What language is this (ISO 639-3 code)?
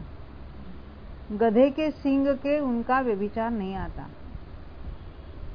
hin